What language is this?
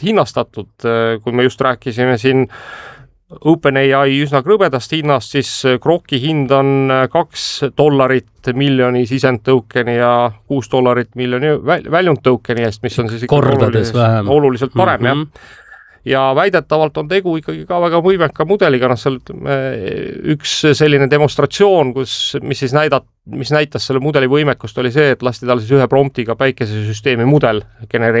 Estonian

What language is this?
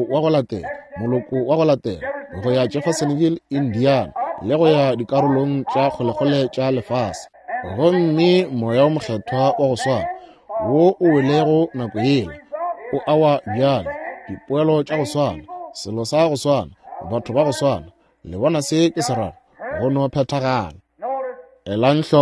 Northern Sotho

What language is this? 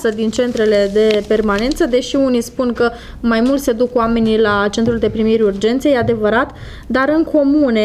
Romanian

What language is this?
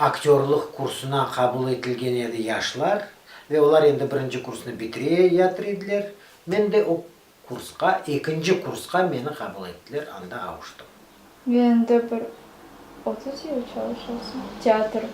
Crimean Tatar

